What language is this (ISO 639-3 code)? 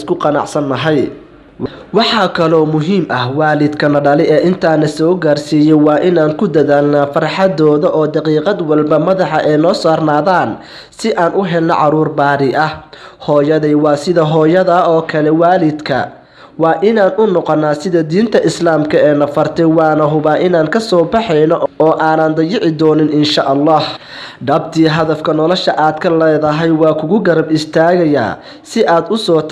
som